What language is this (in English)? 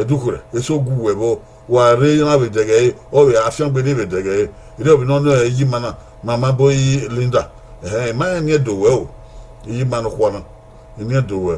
Bini